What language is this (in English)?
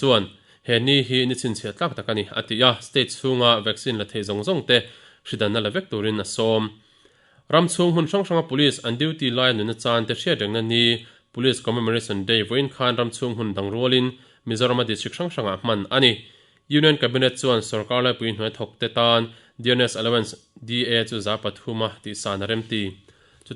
Mizo